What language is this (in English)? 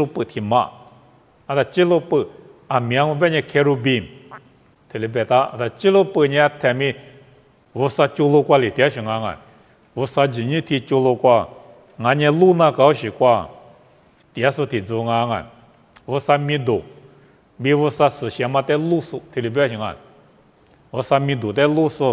Lisu